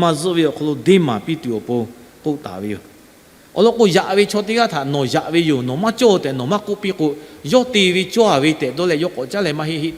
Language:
Lahu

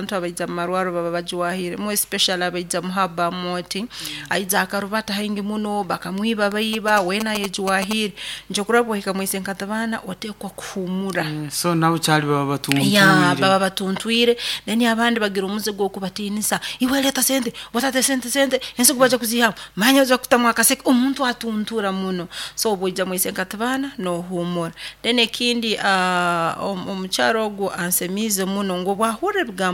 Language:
Nyoro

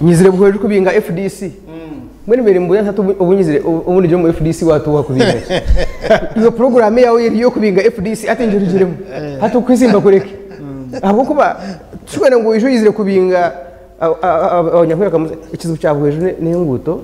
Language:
Nyankole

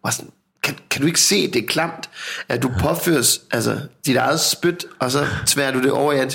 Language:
Danish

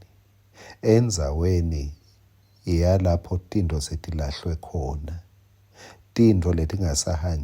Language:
Swati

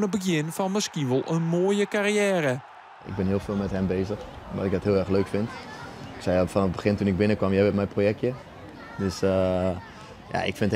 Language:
Western Frisian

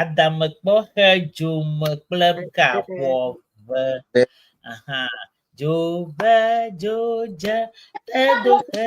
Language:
Ewe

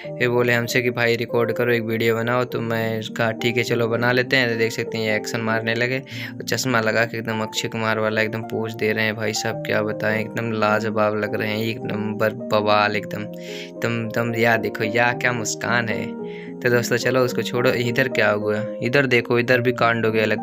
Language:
Hindi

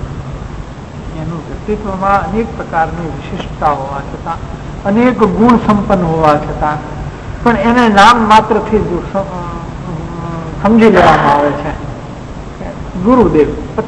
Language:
Gujarati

